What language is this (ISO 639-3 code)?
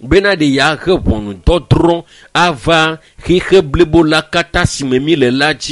ewe